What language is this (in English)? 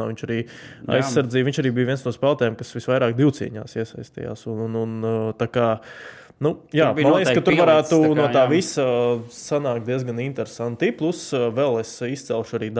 Latvian